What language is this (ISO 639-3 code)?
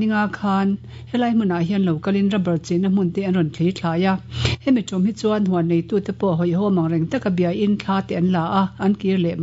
lus